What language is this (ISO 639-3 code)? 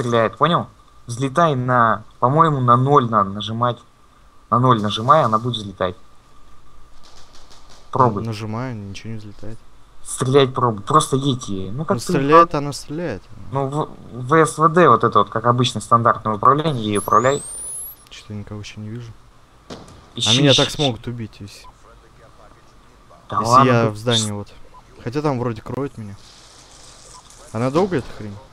rus